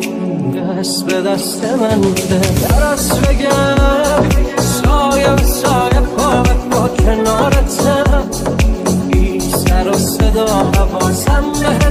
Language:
Persian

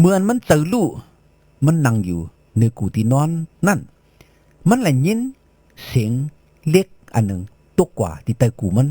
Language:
Shan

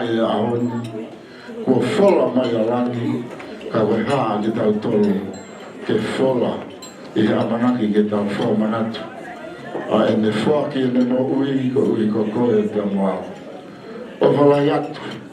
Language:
Tongan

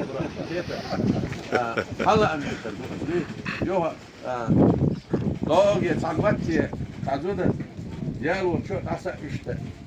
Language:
Chechen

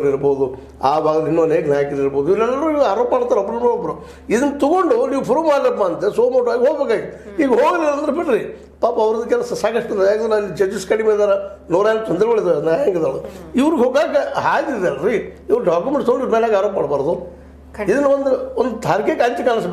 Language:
Kannada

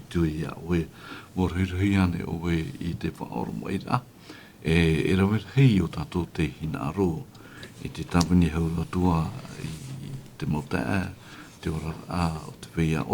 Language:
Tahitian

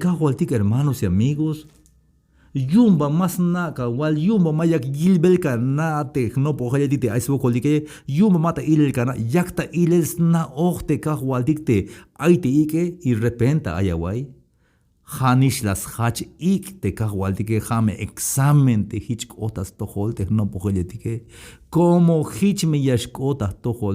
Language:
Tzeltal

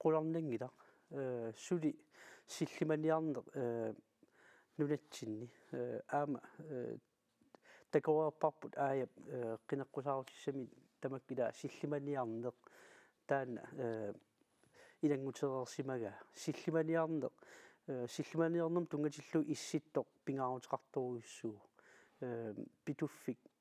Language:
Kalaallisut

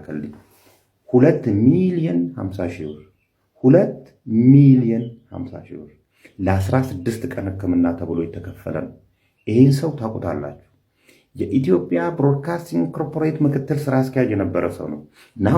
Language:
Amharic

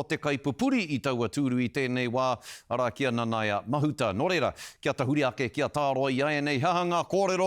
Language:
Māori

